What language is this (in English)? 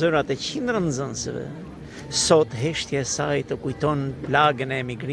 Albanian